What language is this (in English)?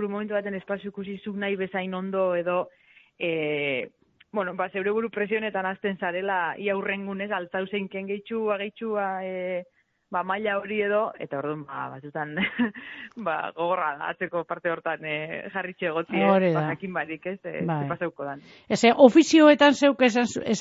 Basque